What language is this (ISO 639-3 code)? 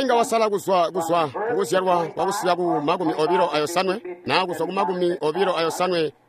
toi